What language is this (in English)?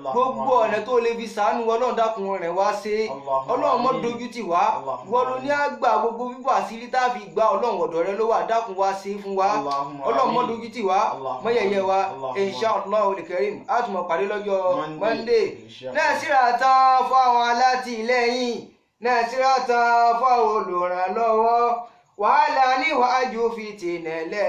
Yoruba